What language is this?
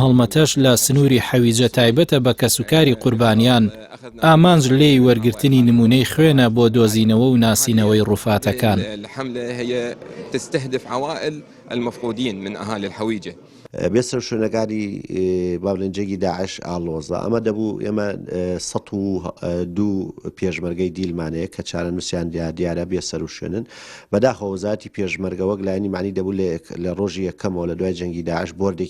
Central Kurdish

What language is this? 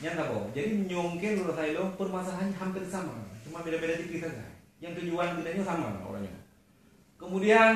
Achinese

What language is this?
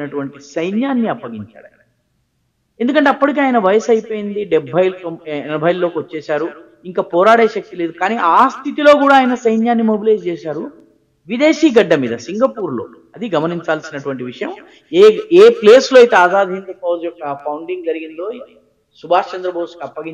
Telugu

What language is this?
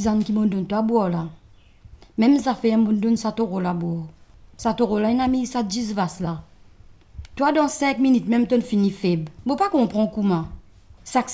Morisyen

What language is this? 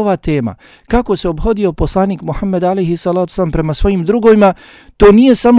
Bosnian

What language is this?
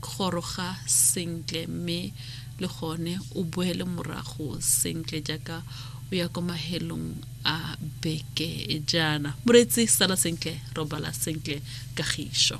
Tswana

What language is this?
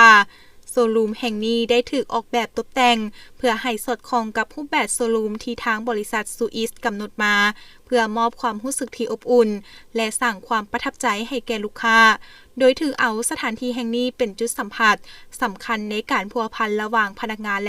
Lao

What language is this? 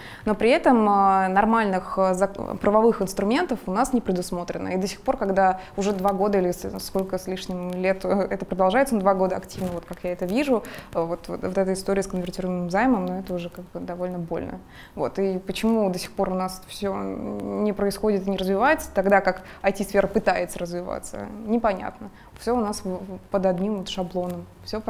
Russian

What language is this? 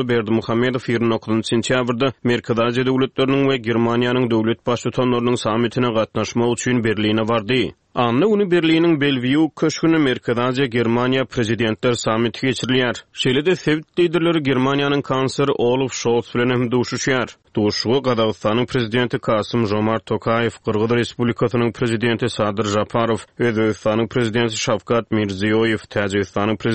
Turkmen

